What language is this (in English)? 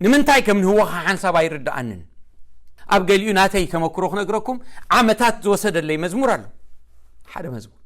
Tigrinya